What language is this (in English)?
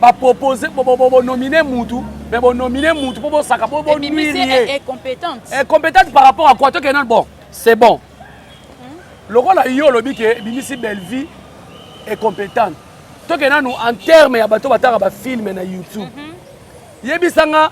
Lingala